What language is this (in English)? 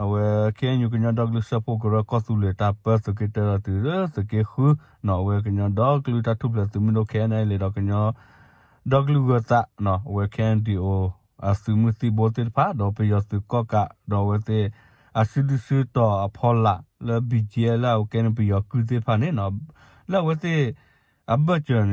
S'gaw Karen